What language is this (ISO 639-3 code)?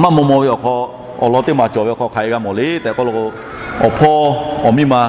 lhu